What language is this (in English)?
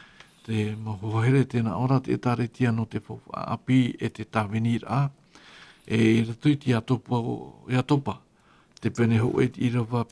Tahitian